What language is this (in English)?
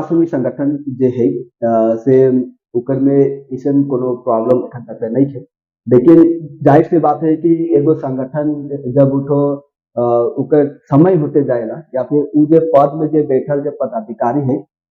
Sadri